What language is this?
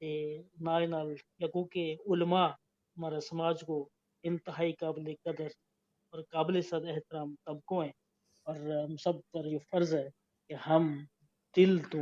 Gujari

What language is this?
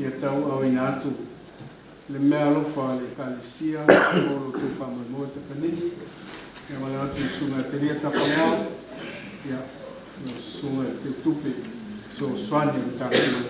Samoan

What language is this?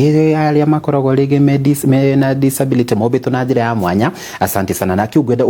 Kikuyu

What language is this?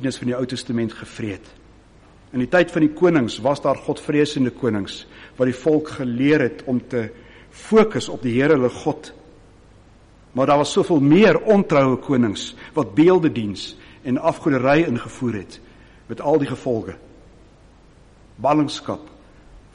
Afrikaans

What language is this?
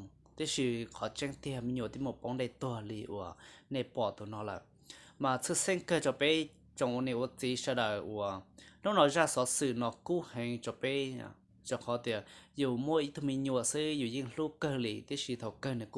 Hmong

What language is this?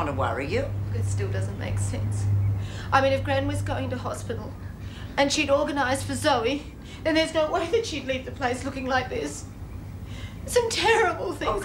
English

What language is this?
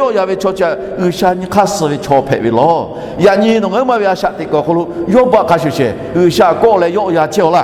Lahu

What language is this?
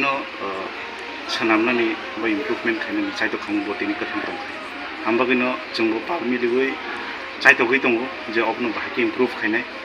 Kok Borok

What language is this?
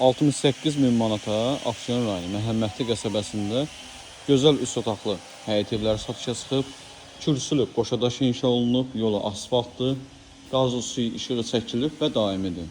Azerbaijani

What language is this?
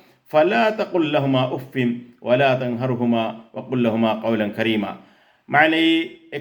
Divehi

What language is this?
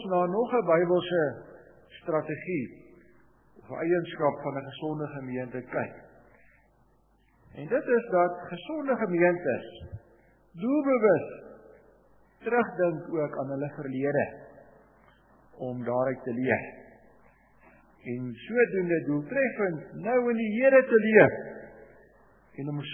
Afrikaans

